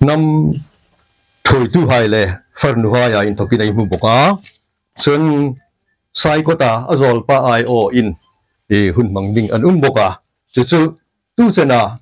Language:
Hmar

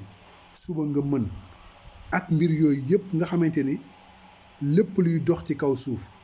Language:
Wolof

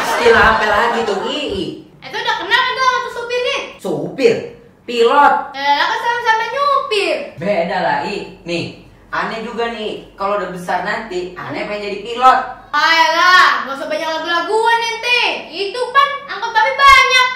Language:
Betawi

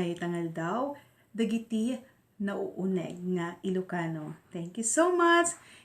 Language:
Iloko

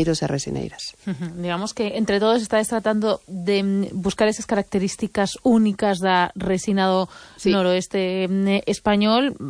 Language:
Galician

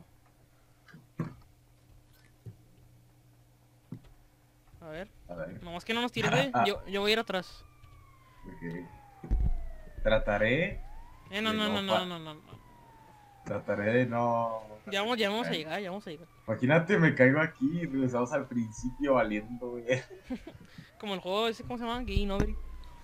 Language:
Spanish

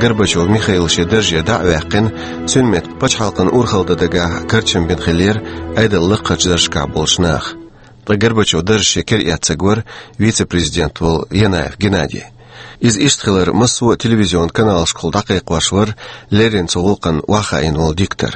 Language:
Chechen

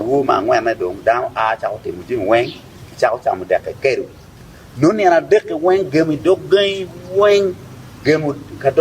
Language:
Acoli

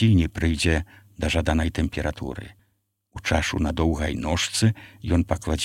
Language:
Belarusian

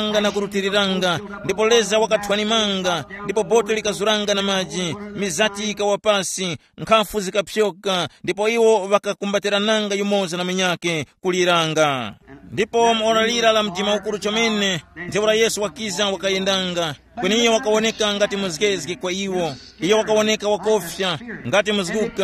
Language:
Tumbuka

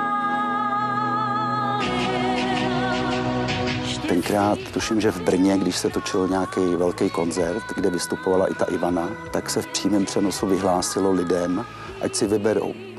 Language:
Czech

